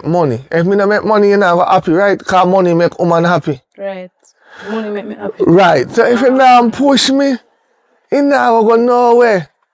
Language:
Jamaican Creole English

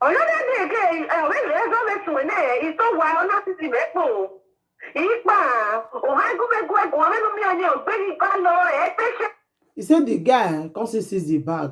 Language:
Nigerian Pidgin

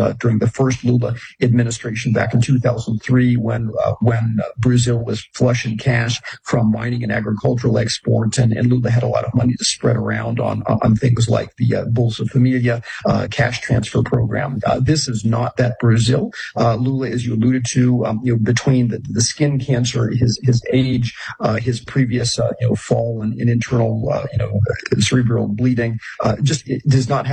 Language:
English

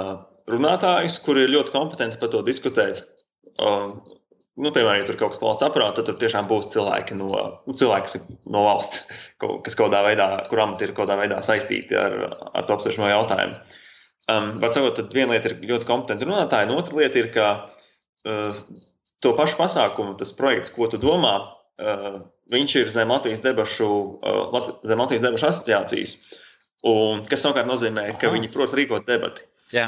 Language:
Latvian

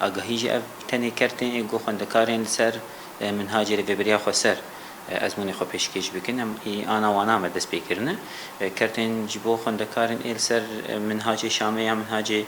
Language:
Kurdish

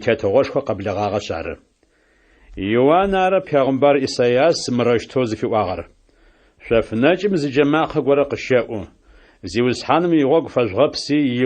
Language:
Adyghe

